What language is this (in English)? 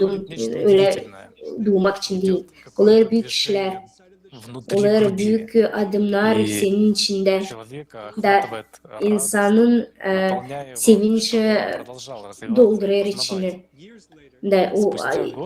Gagauz